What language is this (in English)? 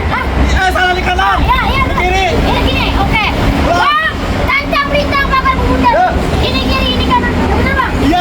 Betawi